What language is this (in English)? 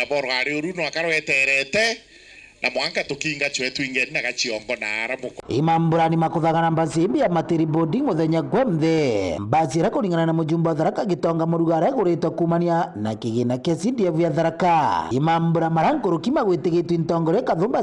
Meru